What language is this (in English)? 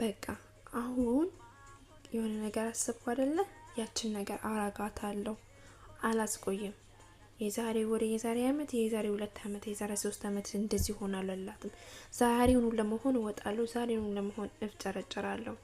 Amharic